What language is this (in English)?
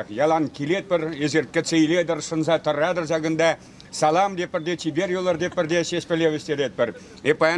Chuvash